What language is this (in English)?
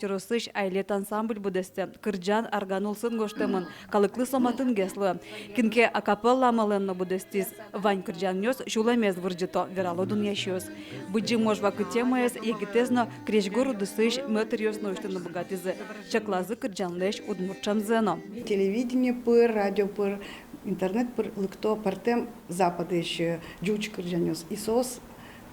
Udmurt